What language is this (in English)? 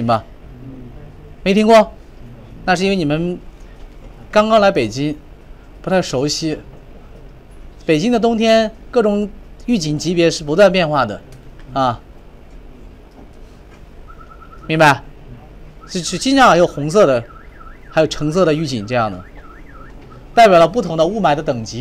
Chinese